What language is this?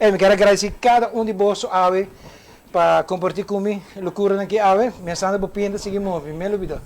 Papiamento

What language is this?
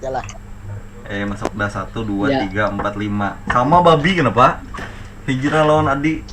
Banjar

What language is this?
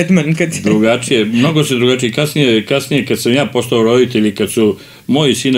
Serbian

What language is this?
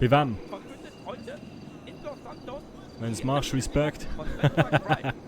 Swiss German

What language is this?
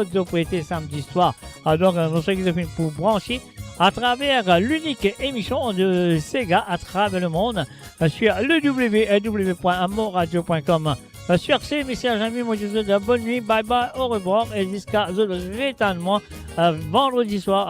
Morisyen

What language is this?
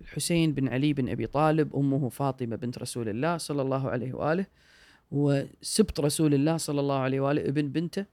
Gulf Arabic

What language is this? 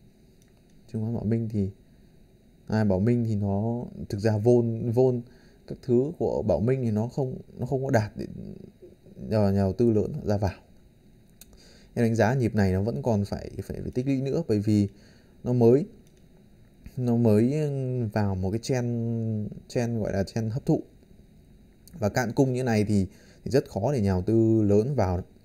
Vietnamese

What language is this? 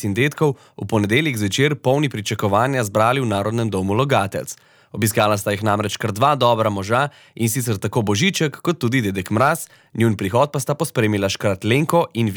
Slovenian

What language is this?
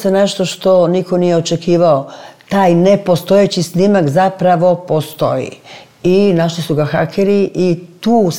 Serbian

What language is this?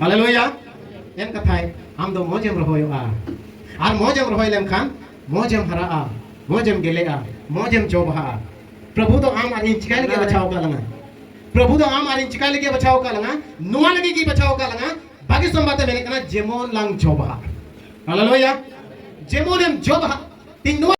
Santali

